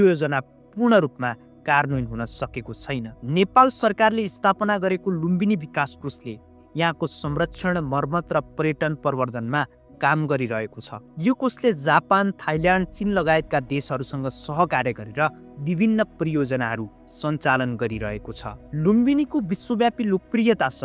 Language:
Nepali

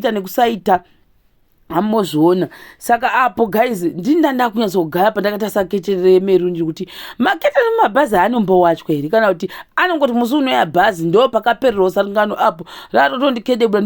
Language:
Shona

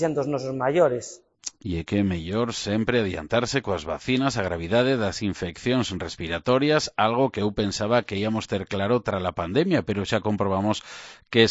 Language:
Galician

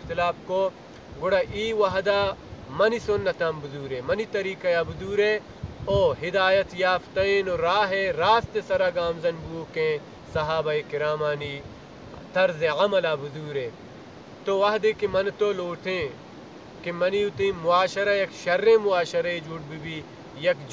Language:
Baluchi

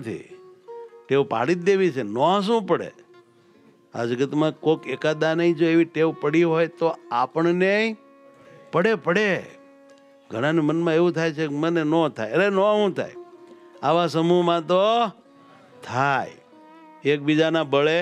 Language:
Gujarati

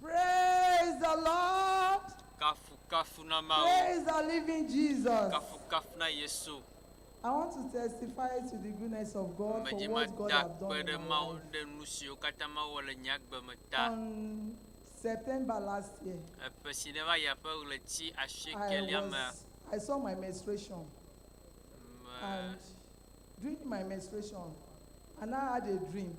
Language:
Ewe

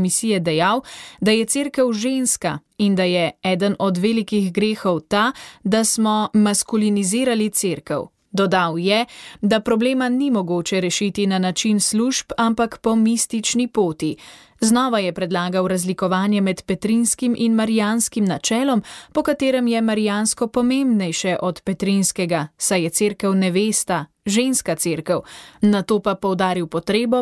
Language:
Slovenian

